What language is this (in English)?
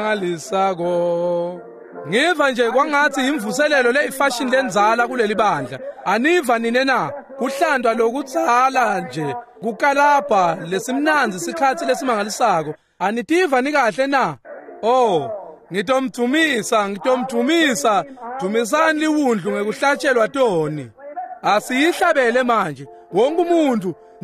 Swati